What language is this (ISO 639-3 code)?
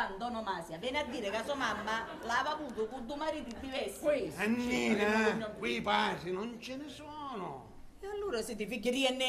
scn